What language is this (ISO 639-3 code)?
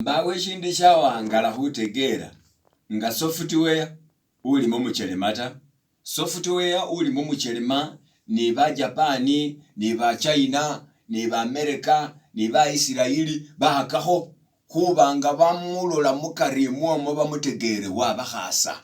myx